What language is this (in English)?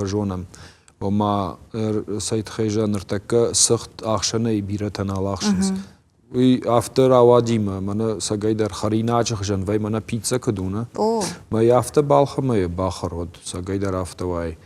Ossetic